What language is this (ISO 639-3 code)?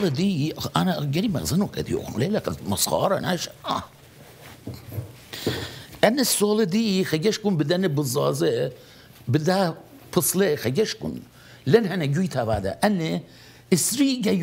aii